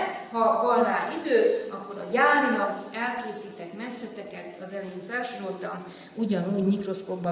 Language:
Hungarian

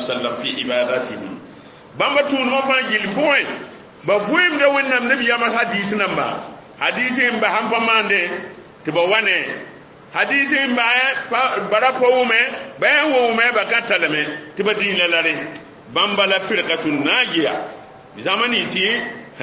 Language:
Mossi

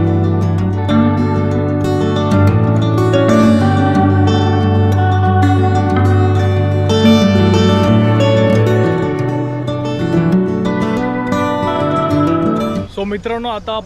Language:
Marathi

